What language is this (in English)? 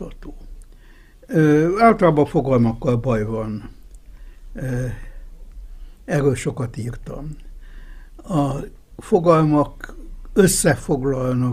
Hungarian